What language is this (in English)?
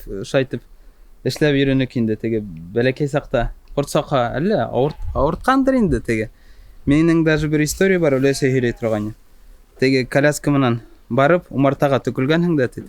Bashkir